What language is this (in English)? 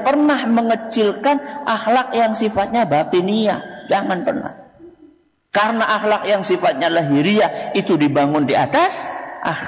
Indonesian